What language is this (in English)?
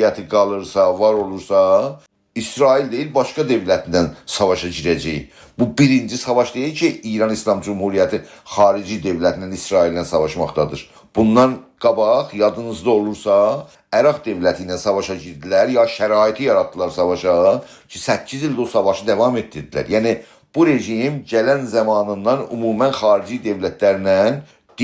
South Azerbaijani